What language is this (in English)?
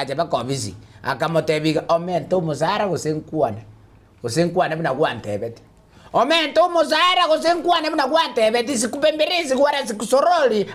Gusii